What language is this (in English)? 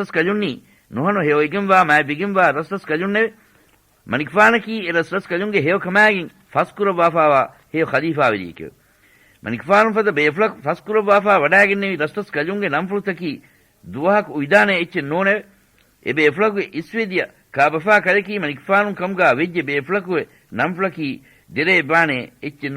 Divehi